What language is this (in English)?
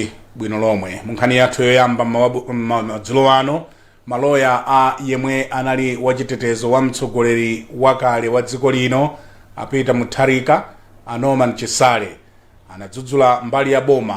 Nyanja